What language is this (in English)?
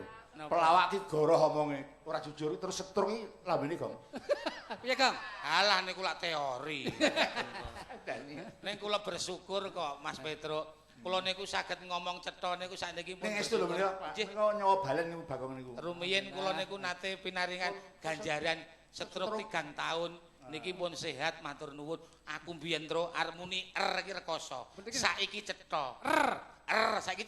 Javanese